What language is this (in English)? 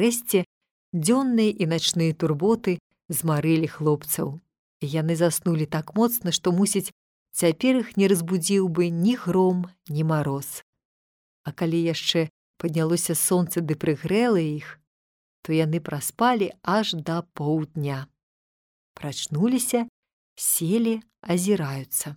Belarusian